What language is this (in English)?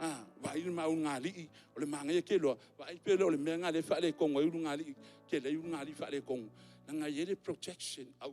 Samoan